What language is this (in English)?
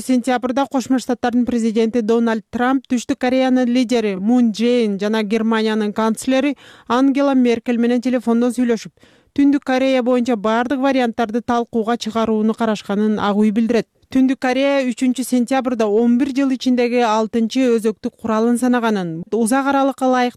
Kyrgyz